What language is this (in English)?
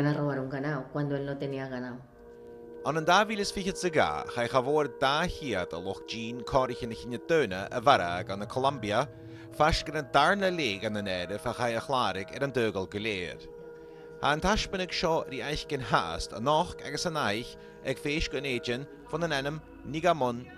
Scottish Gaelic